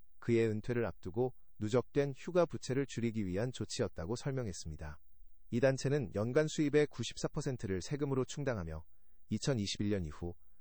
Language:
Korean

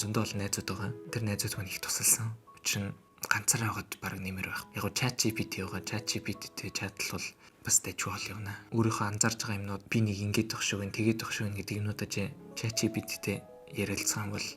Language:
Mongolian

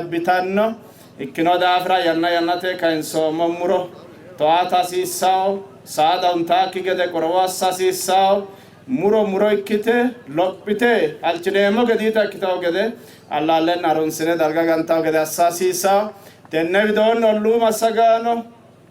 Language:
Sidamo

